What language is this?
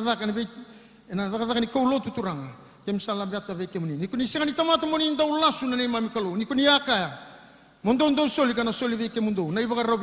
Fijian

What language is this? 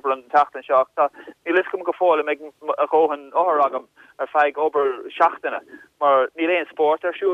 Irish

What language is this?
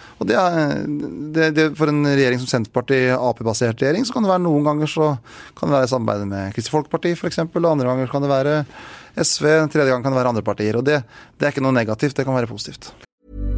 Norwegian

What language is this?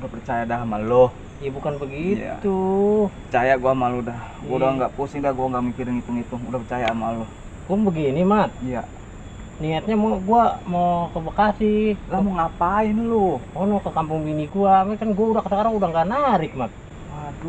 Betawi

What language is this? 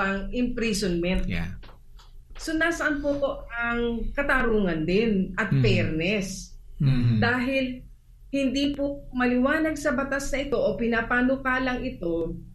Filipino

